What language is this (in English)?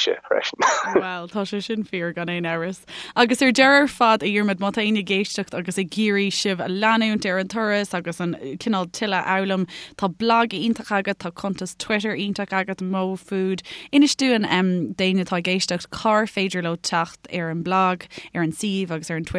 Irish